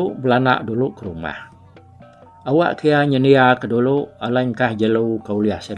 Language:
Iban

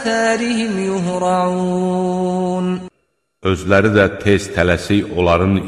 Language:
Azerbaijani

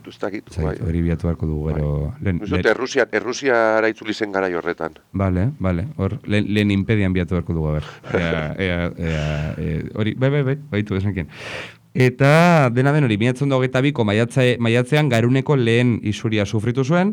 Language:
Basque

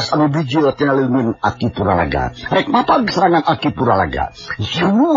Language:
Sundanese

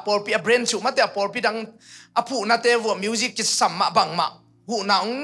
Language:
Tedim Chin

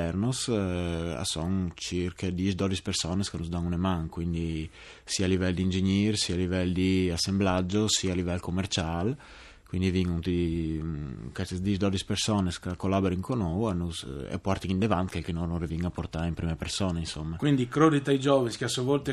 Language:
Friulian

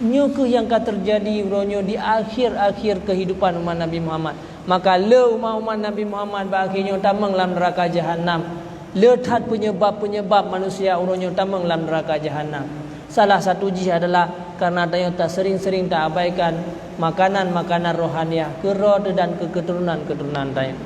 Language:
Achinese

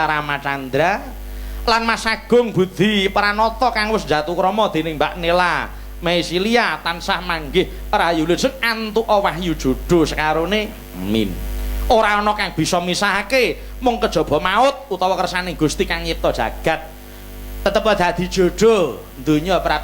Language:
Javanese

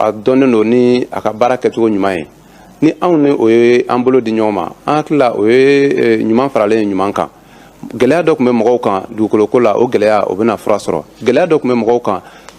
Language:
Bambara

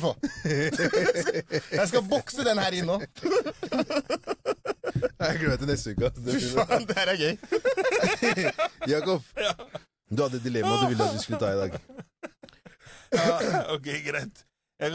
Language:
Norwegian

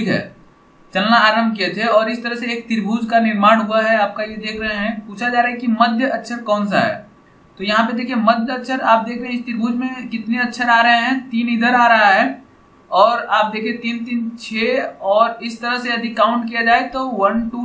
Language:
Hindi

